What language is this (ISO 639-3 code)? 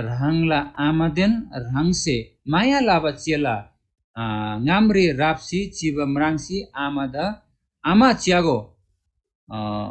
taj